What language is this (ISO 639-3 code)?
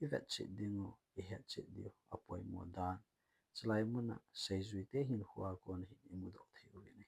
tcz